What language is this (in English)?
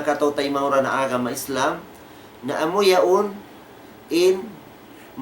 Tausug